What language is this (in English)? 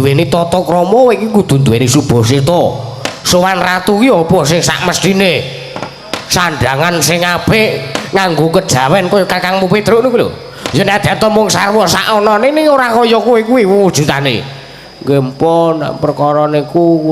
Javanese